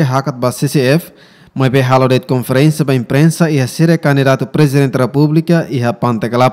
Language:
Tetum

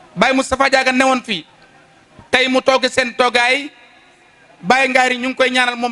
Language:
Wolof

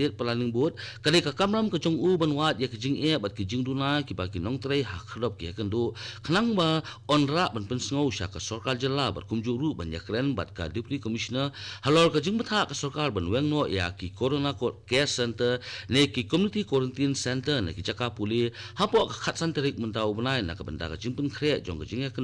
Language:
Khasi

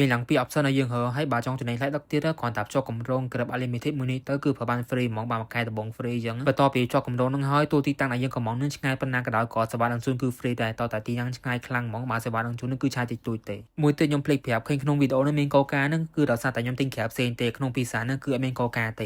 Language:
Khmer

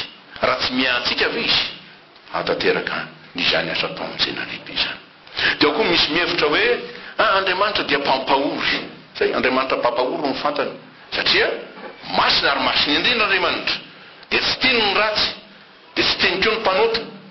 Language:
Malagasy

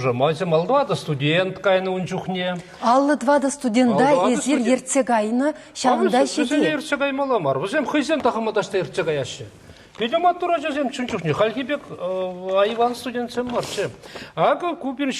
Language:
Chuvash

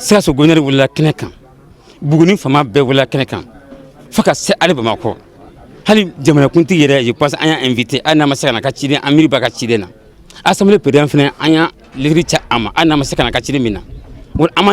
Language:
Bambara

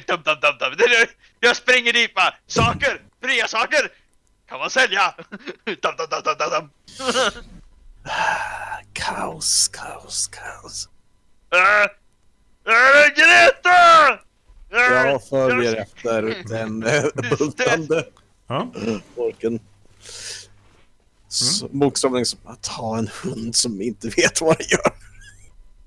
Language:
Swedish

